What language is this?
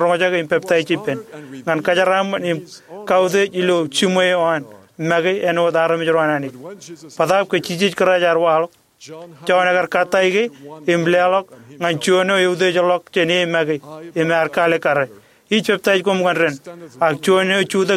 Marshallese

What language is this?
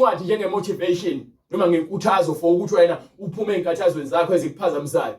Zulu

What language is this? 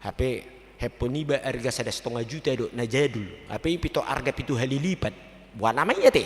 Batak Toba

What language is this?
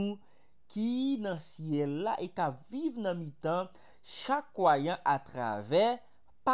Haitian Creole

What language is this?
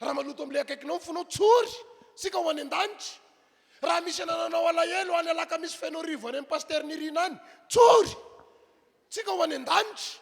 Malagasy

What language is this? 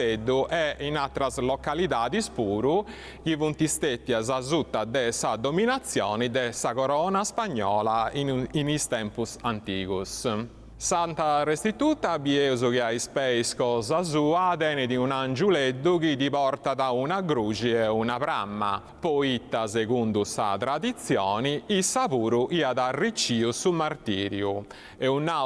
Sardinian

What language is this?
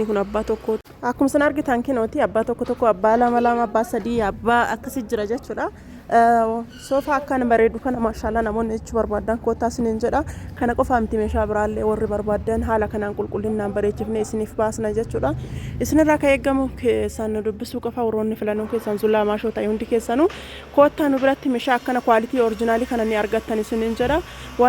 Oromo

